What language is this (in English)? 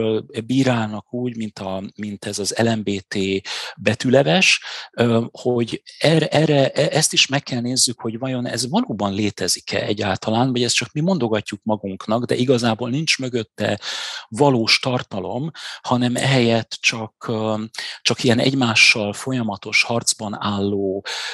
Hungarian